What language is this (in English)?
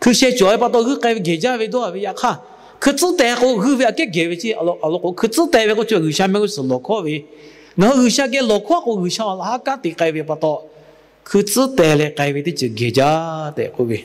Lahu